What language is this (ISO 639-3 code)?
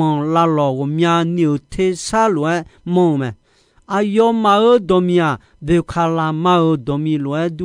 ahk